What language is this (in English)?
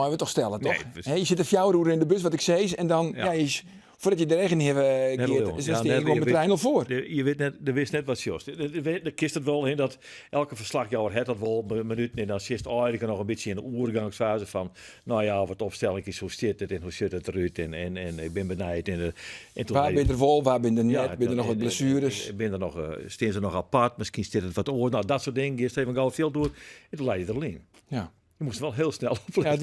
Western Frisian